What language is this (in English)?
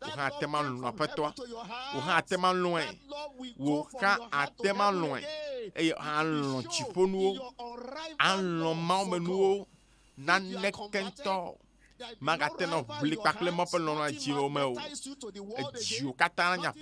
Ewe